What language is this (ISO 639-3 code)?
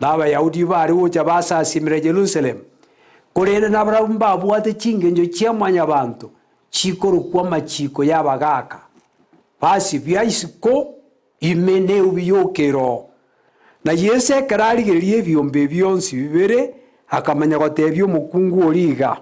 guz